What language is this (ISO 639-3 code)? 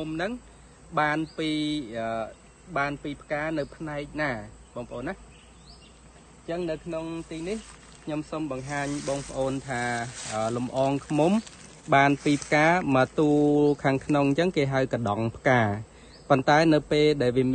khm